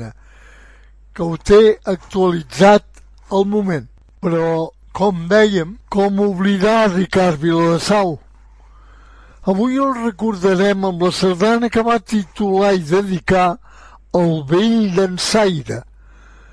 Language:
Catalan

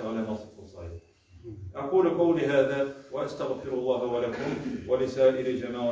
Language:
Tatar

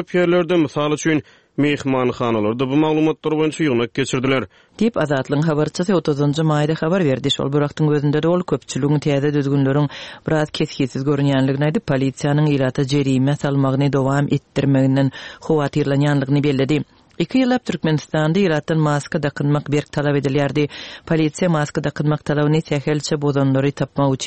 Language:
Turkmen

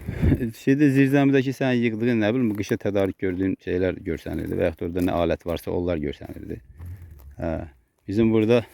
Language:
Azerbaijani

